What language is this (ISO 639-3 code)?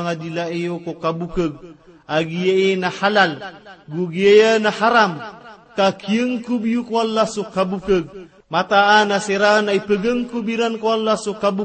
mrw